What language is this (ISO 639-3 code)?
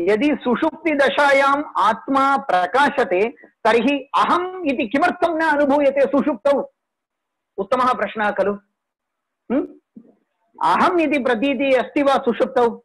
san